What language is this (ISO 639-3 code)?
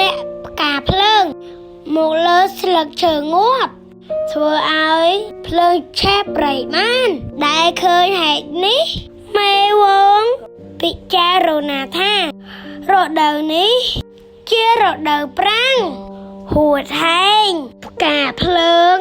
khm